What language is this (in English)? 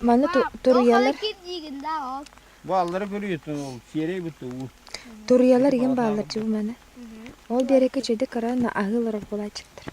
Yakut